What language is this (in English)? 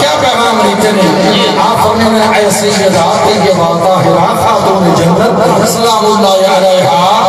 Saraiki